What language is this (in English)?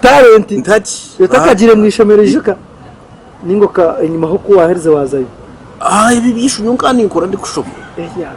Nyankole